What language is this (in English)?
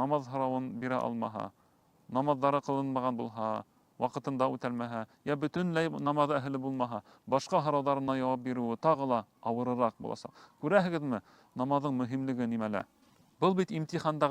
Bashkir